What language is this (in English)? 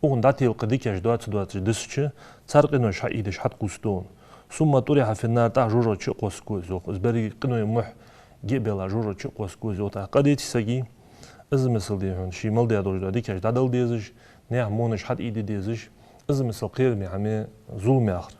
Ingush